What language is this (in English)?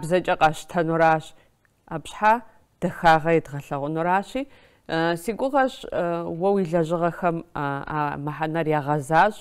Kabardian